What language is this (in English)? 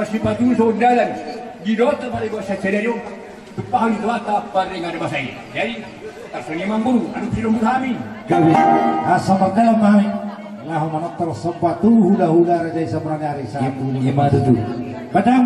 Batak Toba